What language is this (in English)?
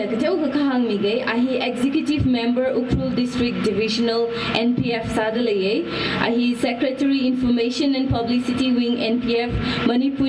Tangkhul Naga (India)